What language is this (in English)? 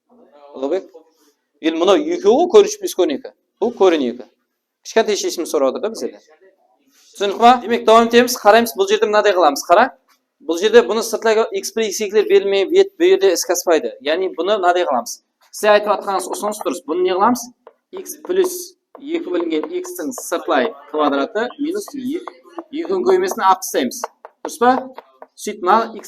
Kara-Kalpak